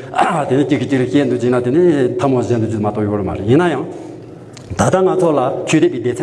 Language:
Tibetan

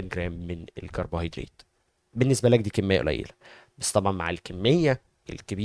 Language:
Egyptian Arabic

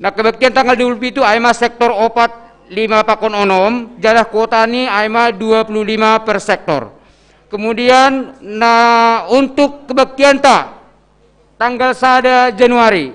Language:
Batak Simalungun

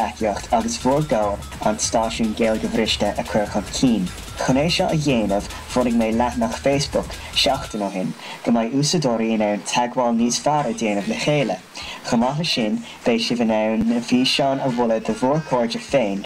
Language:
Irish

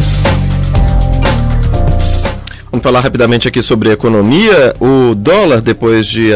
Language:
Portuguese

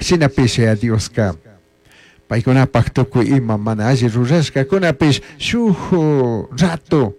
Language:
Chimborazo Highland Quichua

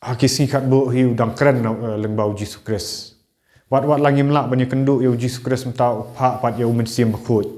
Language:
Khasi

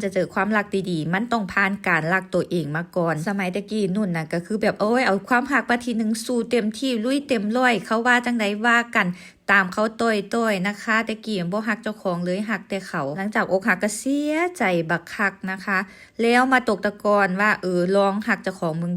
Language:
Northeastern Thai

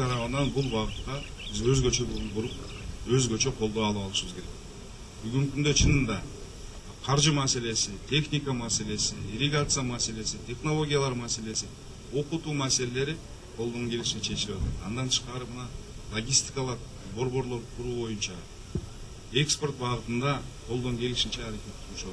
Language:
Kyrgyz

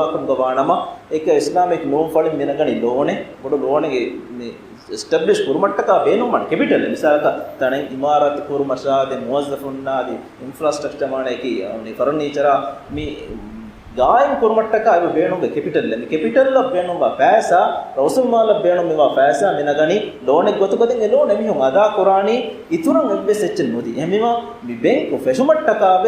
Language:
Divehi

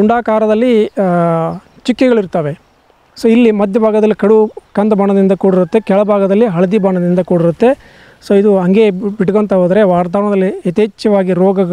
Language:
Kannada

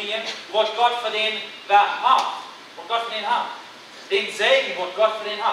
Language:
Plautdietsch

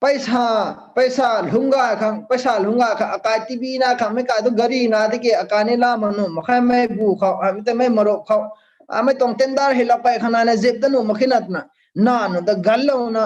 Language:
Rongmei Naga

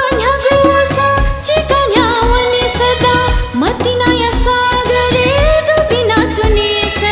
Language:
Newari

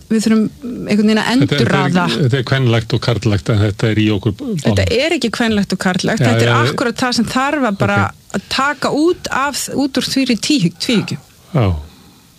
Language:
Icelandic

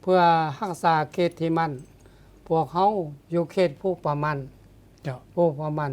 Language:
Lao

